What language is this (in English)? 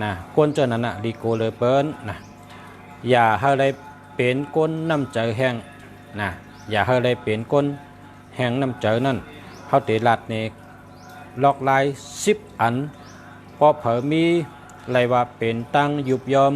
Shan